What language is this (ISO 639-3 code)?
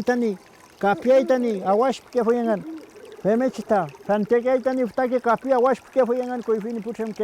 arn